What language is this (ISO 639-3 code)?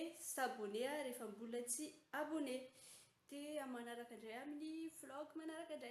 mlg